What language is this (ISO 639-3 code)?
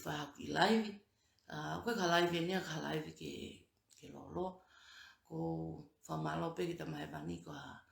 ton